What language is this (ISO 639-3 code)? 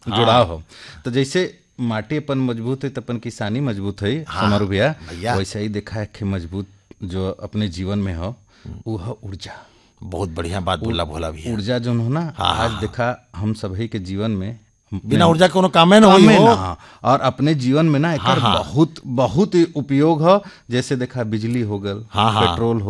bho